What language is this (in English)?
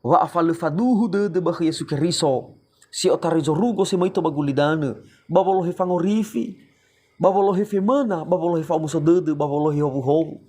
Nias